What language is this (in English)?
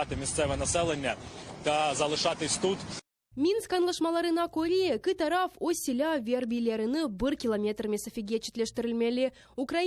Crimean Tatar